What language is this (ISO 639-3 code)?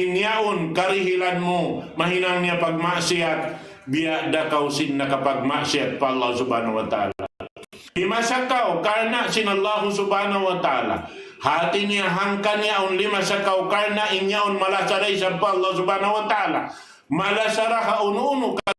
tsg